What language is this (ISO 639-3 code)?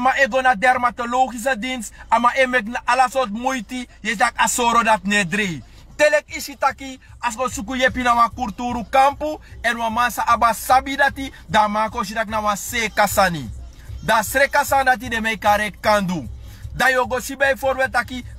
srn